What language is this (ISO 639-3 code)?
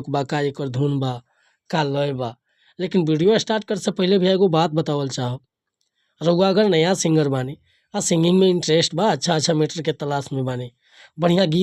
bho